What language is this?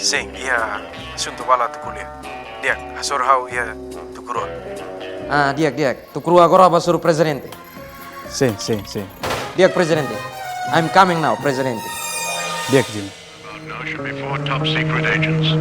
Tetum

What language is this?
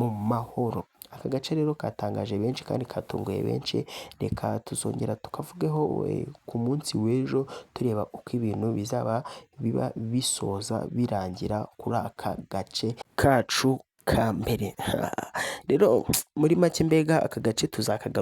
Kinyarwanda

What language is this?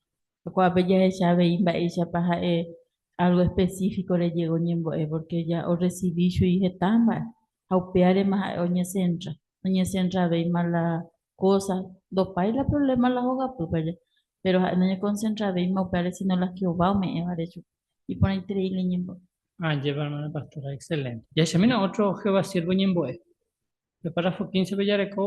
Guarani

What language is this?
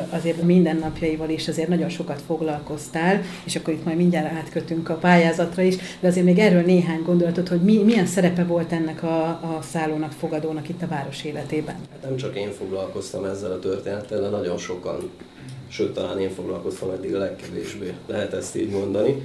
Hungarian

